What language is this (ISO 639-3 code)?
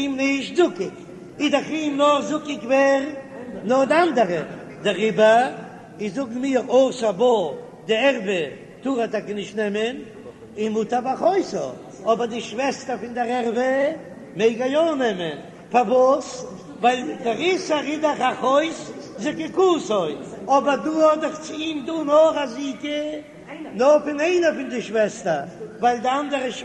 yid